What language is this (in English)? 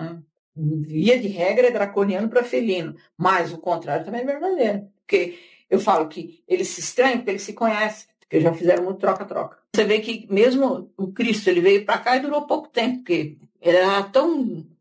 Portuguese